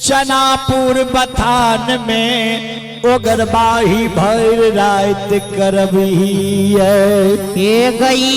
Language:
Maithili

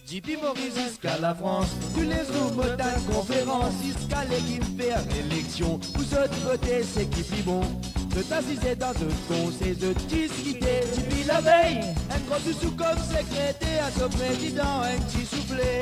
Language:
Morisyen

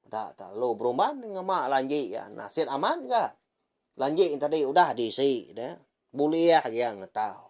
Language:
Iban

